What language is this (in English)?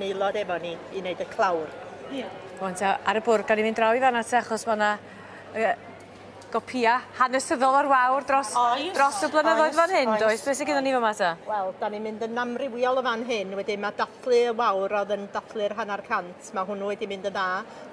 Welsh